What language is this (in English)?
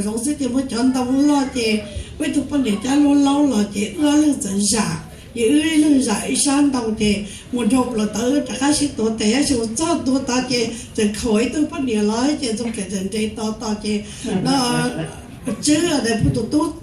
Hmong